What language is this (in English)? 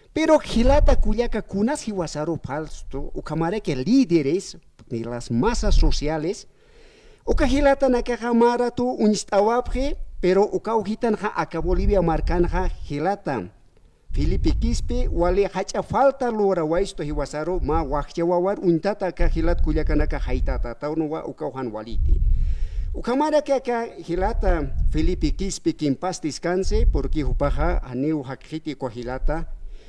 Aymara